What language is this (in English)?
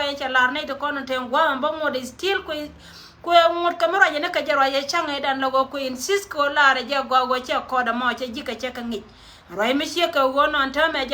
Nuer